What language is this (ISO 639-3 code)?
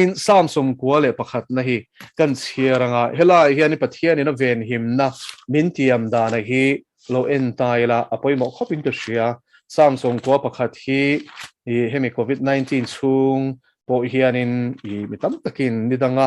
lus